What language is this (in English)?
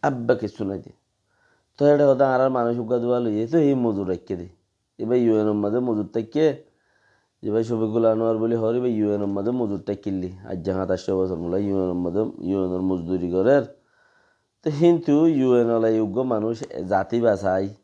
Rohingya